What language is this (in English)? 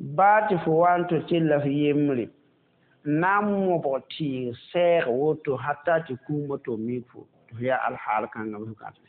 Mossi